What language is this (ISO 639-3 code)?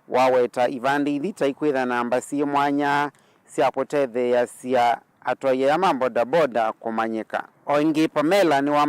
kam